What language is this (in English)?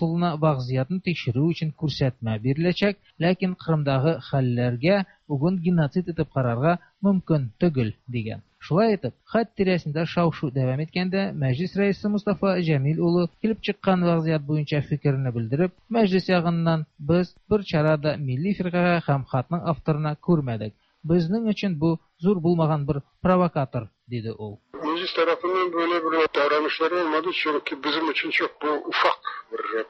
Tatar